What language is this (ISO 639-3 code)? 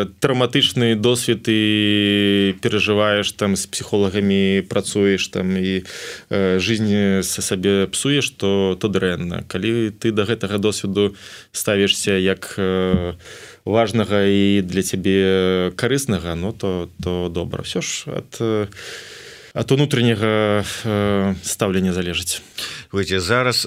bel